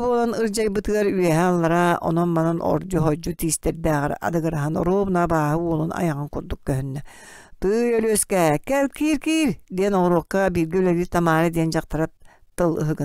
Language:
Yakut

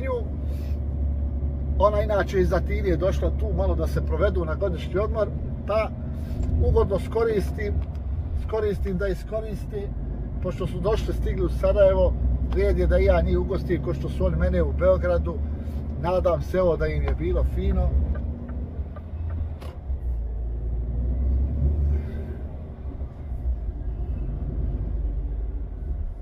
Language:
Bosnian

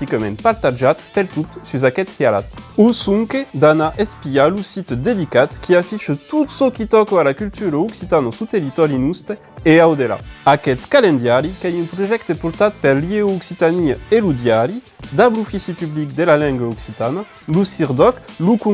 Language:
Occitan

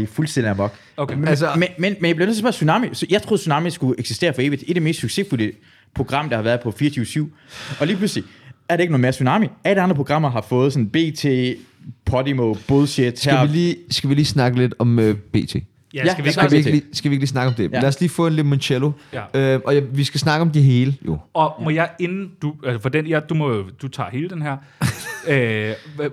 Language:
Danish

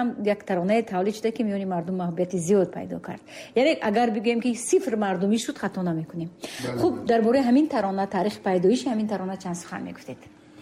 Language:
Tajik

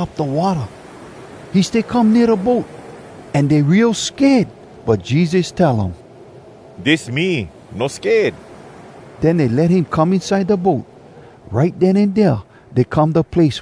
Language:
Hawai'i Creole English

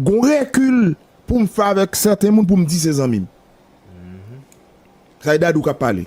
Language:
Haitian Creole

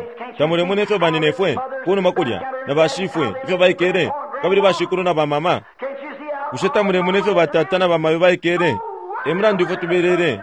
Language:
Bemba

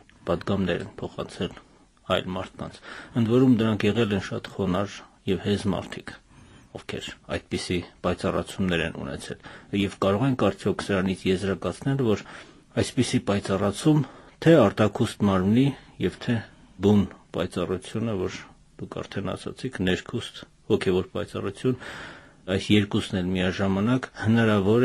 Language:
Armenian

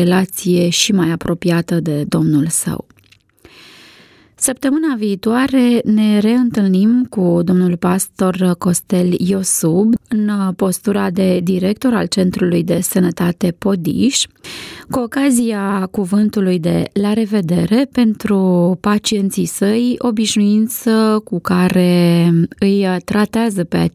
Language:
Romanian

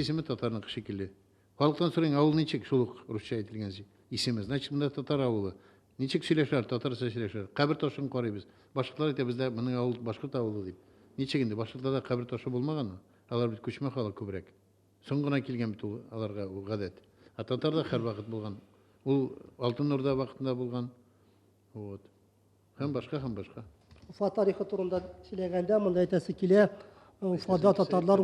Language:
Tatar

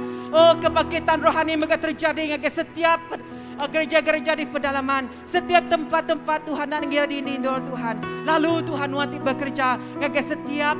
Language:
Iban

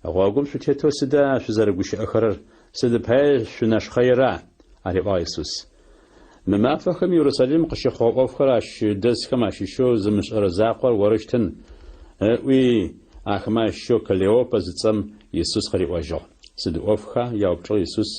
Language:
Adyghe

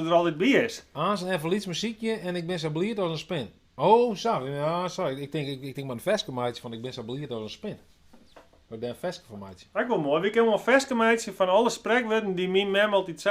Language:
Western Frisian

